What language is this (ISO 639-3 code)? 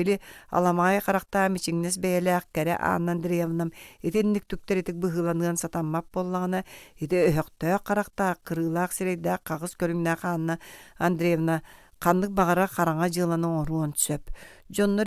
sah